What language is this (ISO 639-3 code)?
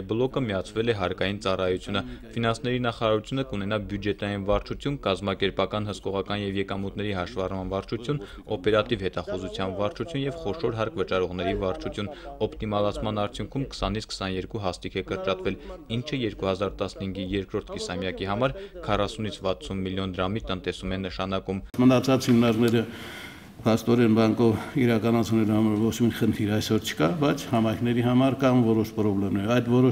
hye